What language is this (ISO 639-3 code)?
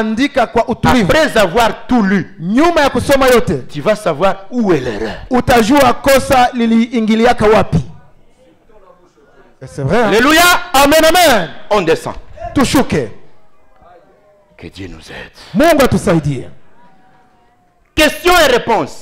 swa